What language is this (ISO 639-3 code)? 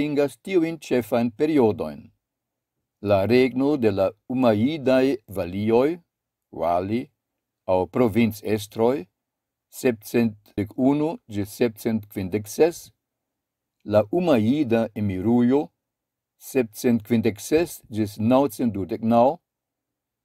epo